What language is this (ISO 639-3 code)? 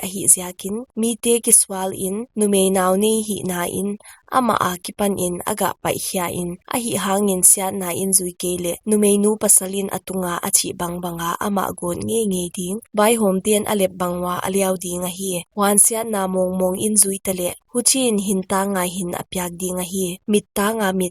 pck